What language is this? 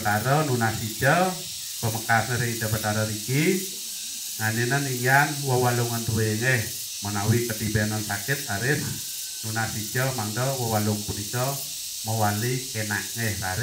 Balinese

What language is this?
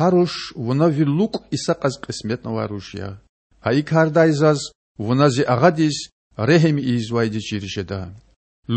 Lezghian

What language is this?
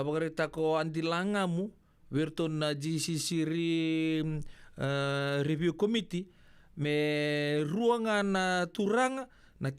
Fijian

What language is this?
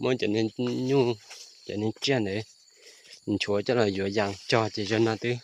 Hmong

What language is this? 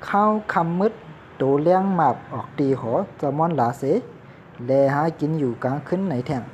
Shan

